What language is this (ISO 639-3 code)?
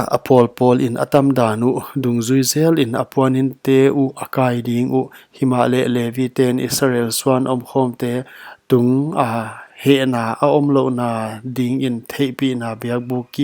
pck